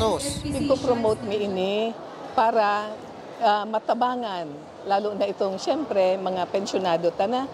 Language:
Bikol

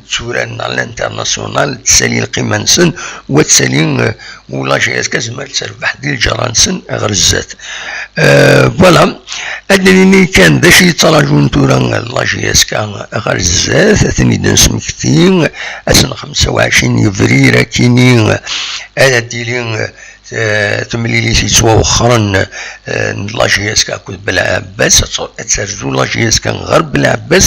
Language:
Kabyle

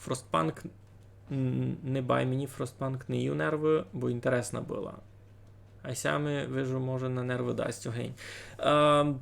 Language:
Rusyn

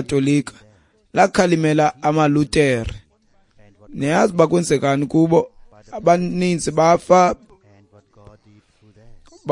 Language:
Xhosa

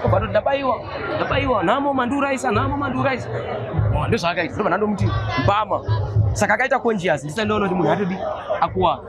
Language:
Shona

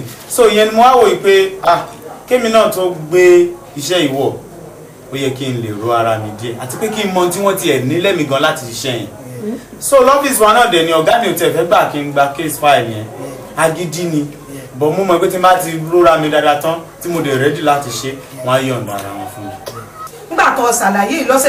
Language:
Yoruba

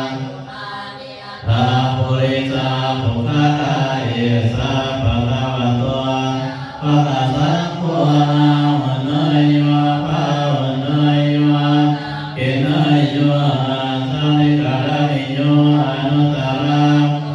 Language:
Pali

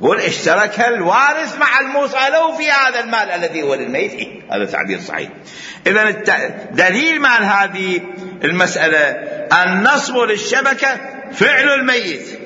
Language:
Mesopotamian Arabic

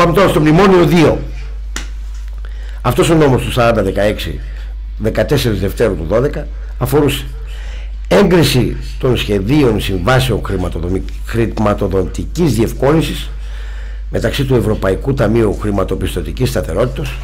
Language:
Greek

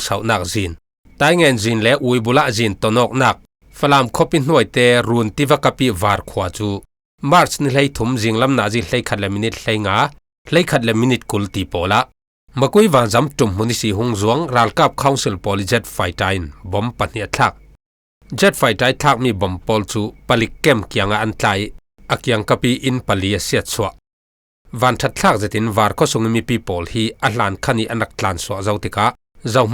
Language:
Falam Chin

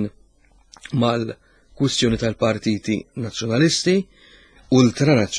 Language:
Maltese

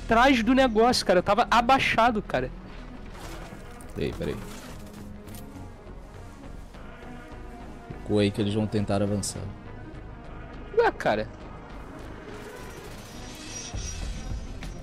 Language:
Portuguese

